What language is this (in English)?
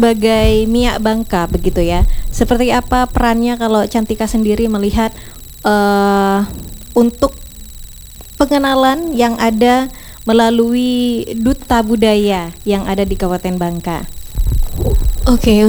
Indonesian